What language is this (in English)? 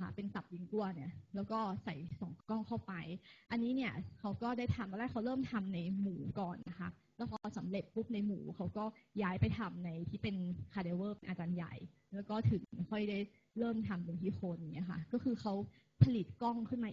Thai